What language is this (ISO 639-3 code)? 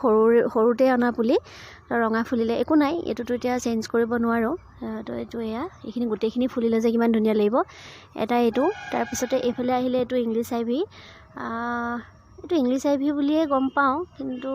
asm